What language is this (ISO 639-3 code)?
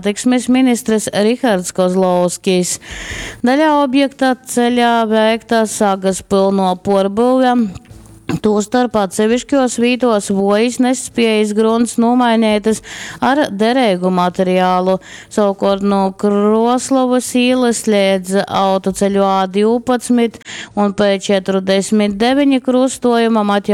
ltg